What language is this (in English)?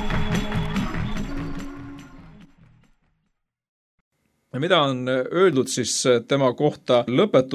Estonian